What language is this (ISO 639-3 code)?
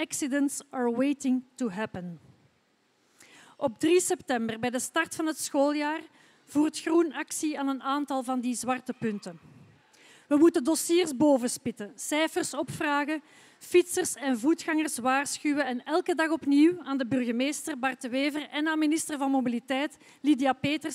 nld